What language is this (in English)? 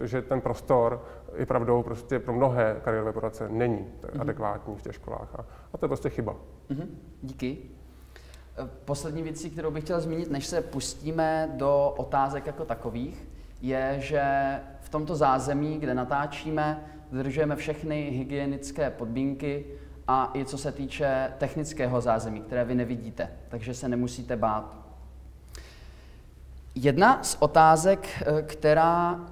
Czech